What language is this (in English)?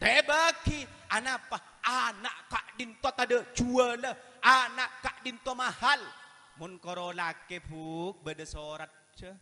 Madurese